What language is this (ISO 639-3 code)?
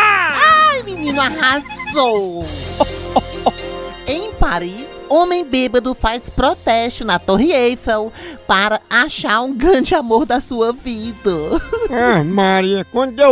por